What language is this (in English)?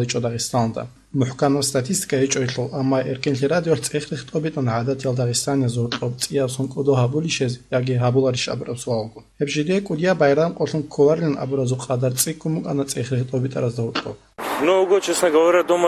Avaric